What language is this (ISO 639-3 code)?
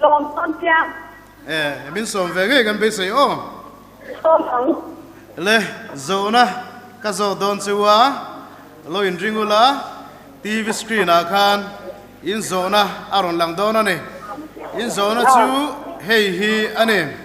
cnh